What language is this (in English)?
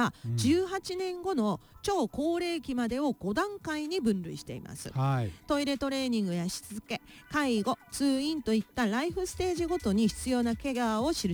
Japanese